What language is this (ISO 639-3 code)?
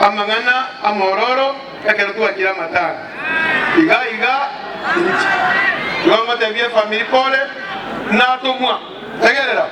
guz